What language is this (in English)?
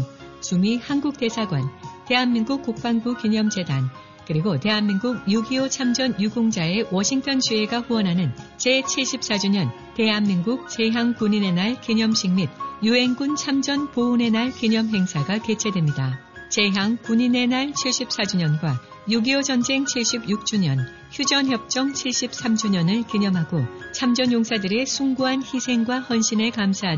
Korean